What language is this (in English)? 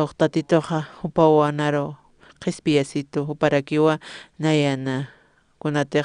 Aymara